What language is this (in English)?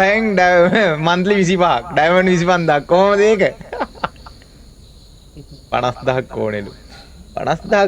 Sinhala